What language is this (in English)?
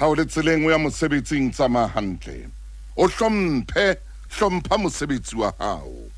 Southern Sotho